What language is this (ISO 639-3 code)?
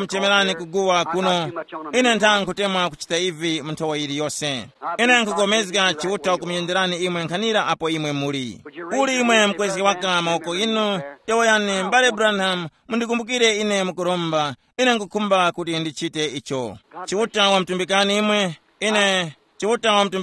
tum